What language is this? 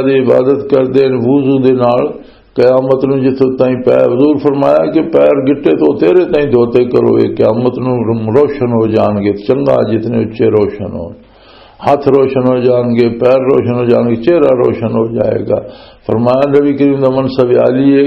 Western Panjabi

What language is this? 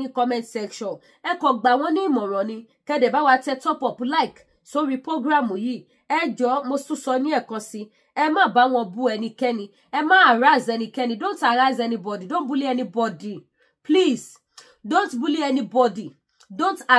Yoruba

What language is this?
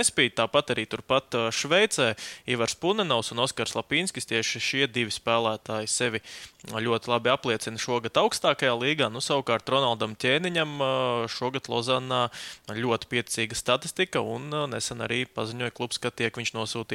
Latvian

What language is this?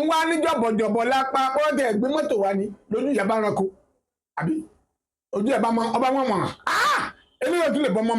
Yoruba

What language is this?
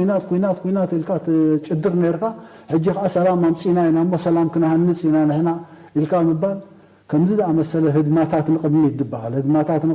Tigrinya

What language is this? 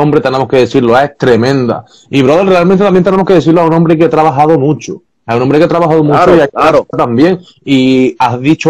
Spanish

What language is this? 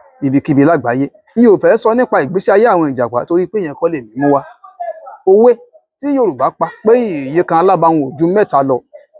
Yoruba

